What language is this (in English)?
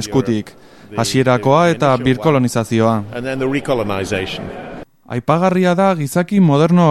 Basque